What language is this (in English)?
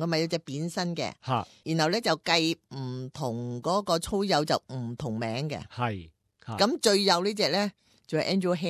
Cantonese